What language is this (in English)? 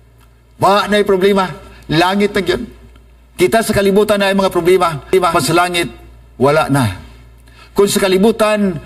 Cebuano